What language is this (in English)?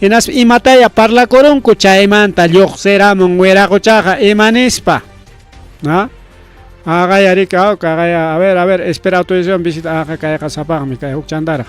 Ayacucho Quechua